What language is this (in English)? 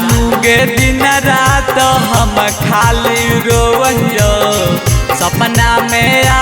Magahi